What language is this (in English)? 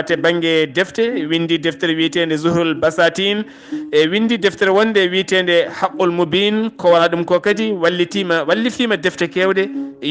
Fula